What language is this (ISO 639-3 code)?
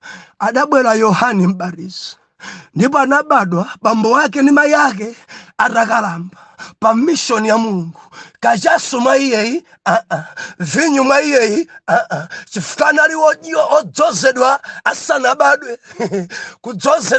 nya